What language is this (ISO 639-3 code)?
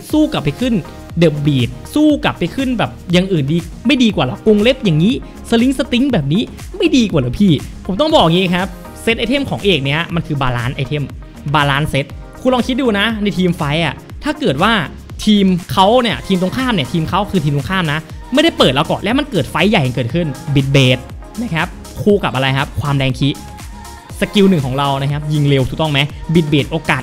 tha